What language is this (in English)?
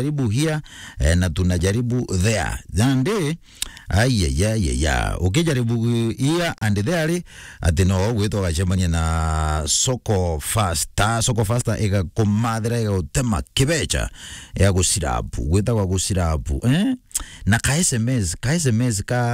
Meru